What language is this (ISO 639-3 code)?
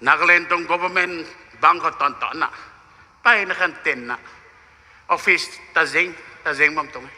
nbu